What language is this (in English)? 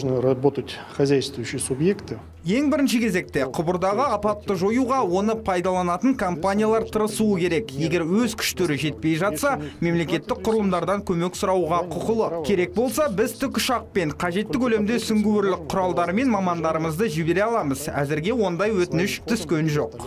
Kazakh